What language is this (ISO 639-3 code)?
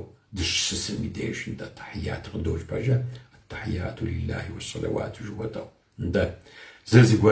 kbd